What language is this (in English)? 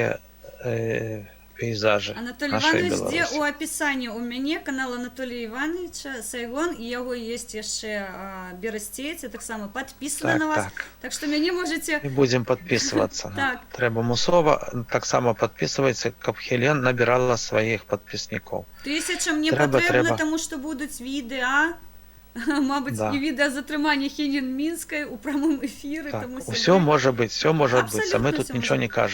Belarusian